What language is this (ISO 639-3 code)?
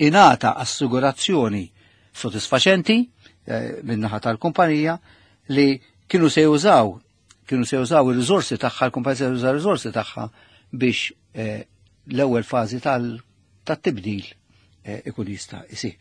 mlt